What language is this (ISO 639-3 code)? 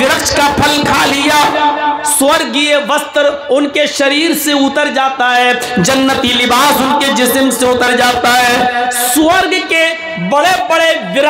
hin